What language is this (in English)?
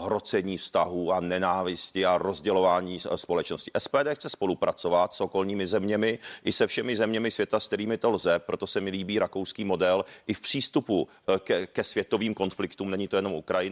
Czech